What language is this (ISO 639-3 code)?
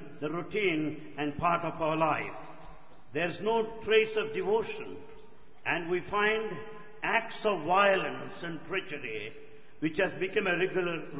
tel